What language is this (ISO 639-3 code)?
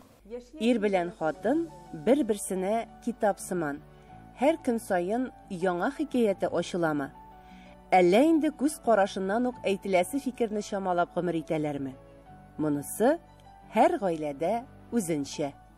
tat